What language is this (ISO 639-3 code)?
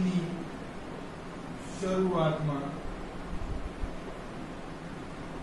guj